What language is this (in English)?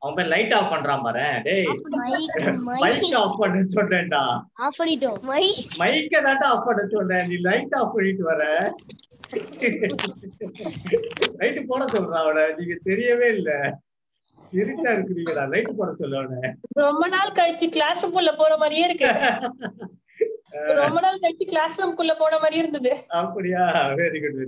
Tamil